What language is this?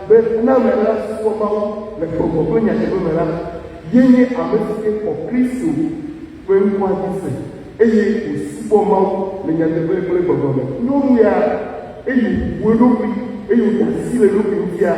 Ewe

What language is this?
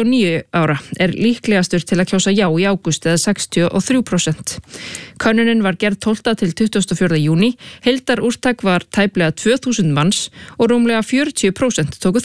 Icelandic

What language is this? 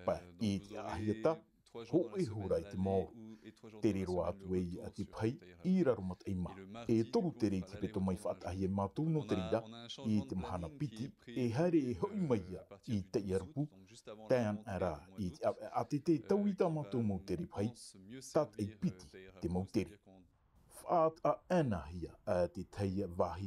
Tahitian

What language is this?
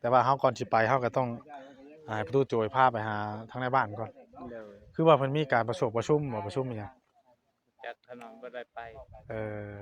Northeastern Thai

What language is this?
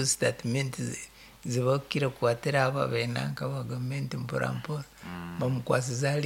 Nyankole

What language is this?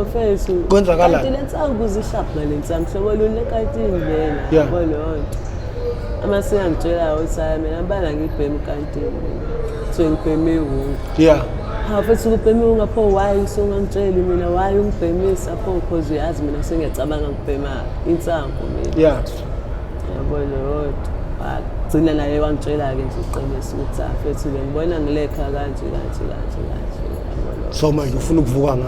Zulu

